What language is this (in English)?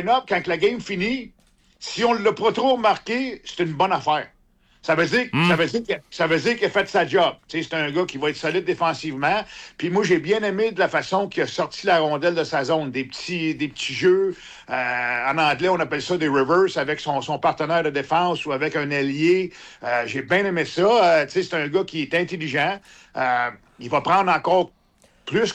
French